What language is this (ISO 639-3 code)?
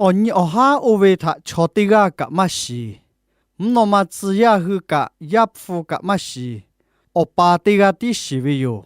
lhu